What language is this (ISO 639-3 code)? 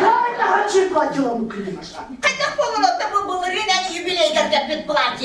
sah